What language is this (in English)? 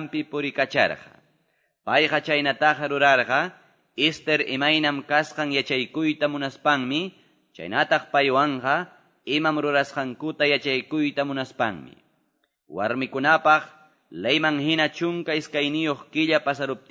Quechua